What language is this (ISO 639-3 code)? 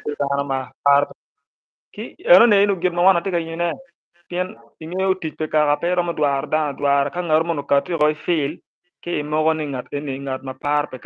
ach